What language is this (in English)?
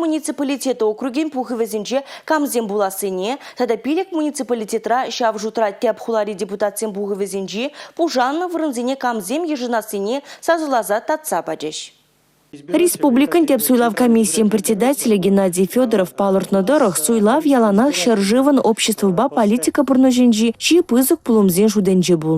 Chuvash